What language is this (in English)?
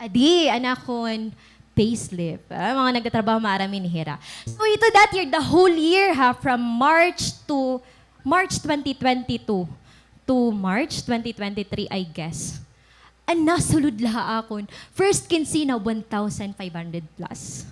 Waray